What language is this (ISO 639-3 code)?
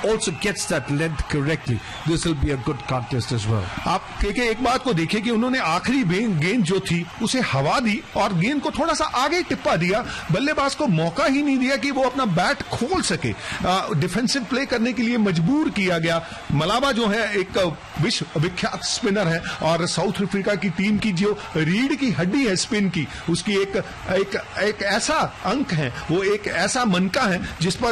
hin